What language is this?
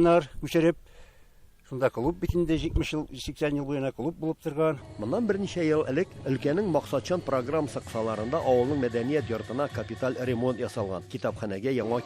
Tatar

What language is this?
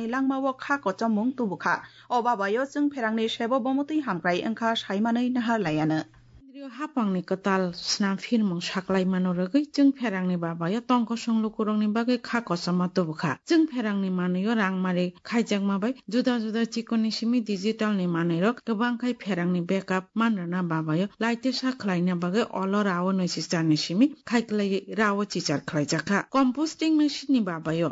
Kok Borok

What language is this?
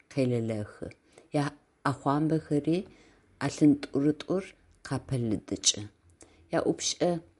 Adyghe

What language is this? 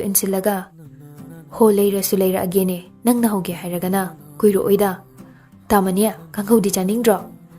Manipuri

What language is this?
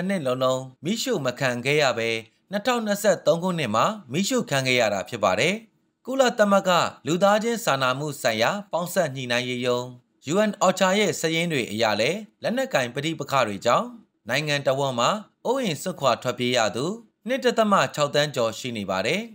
Burmese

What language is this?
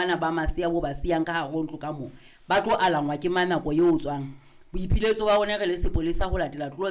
Southern Sotho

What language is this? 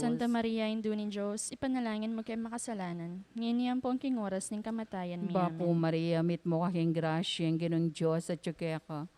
Pampanga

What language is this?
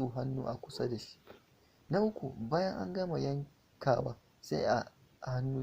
Hausa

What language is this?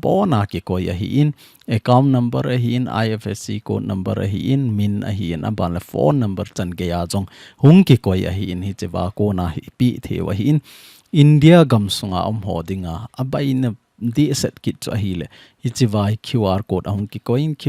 Thado Chin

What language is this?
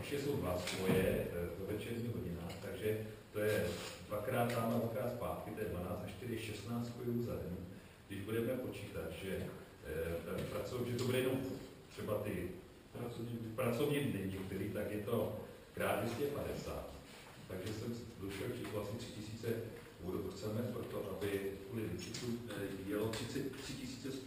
Czech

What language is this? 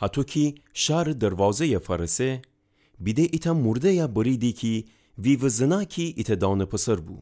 Gilaki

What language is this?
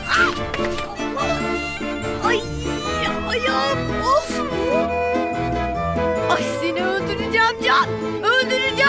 Turkish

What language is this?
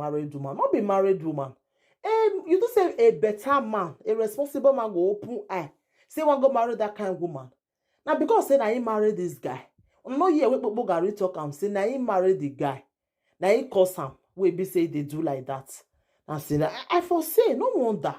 Nigerian Pidgin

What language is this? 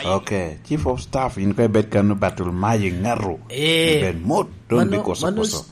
Lango (Uganda)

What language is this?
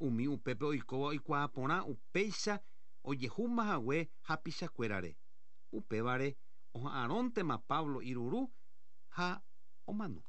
Guarani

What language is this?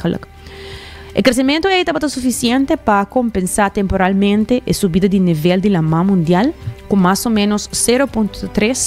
Papiamento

